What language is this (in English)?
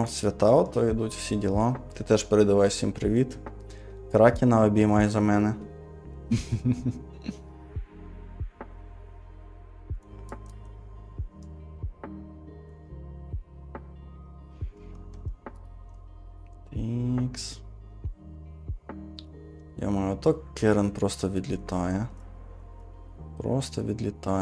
Ukrainian